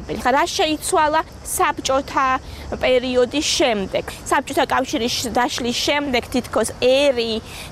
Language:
Georgian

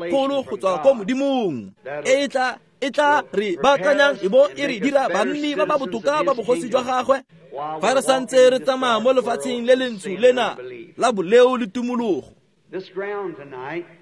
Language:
Tswana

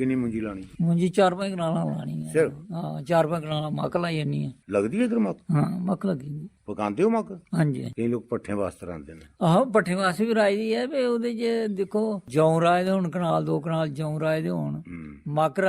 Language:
Dogri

